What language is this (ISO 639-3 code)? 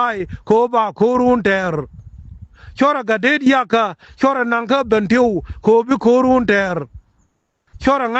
nus